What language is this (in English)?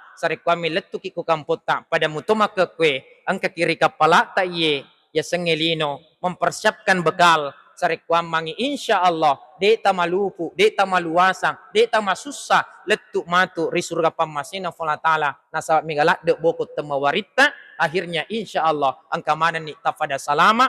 Buginese